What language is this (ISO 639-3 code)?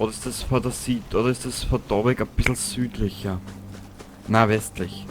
bar